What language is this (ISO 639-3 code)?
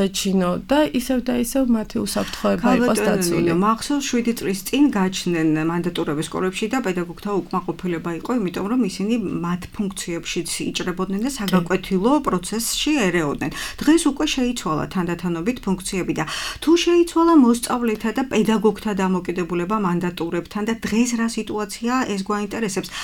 kat